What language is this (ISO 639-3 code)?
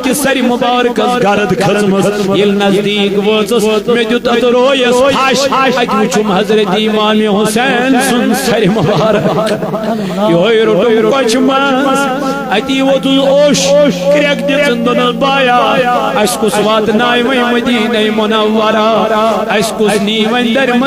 kas